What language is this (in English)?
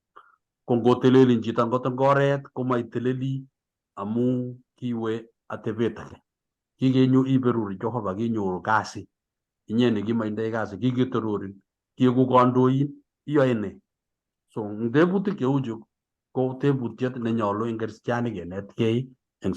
Kalenjin